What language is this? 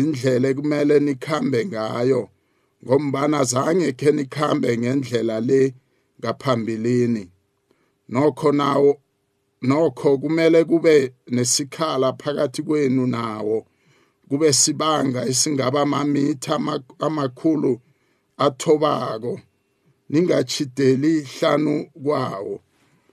South Ndebele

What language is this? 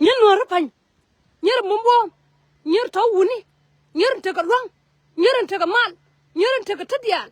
Nuer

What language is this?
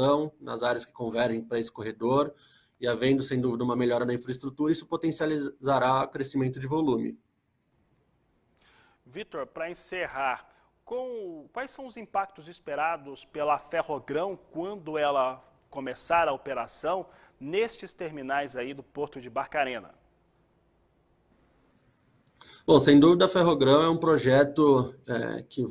Portuguese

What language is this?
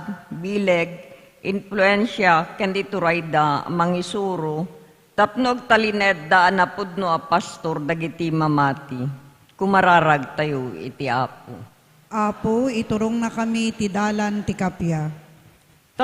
Iloko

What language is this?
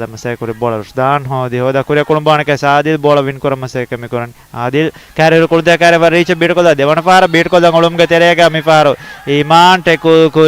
Divehi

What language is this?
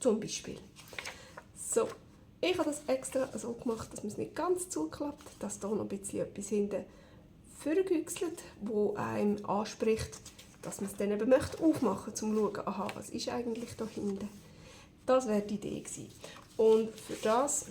Swiss German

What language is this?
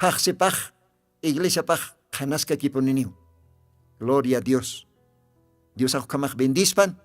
Aymara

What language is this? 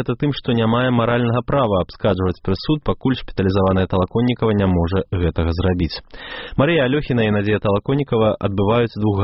Belarusian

